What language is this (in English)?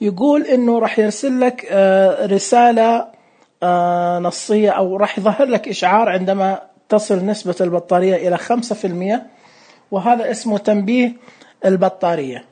Najdi Arabic